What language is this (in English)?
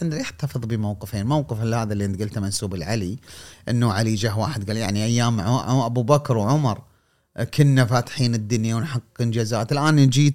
Gulf Arabic